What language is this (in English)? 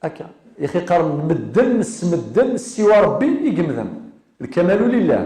Kabyle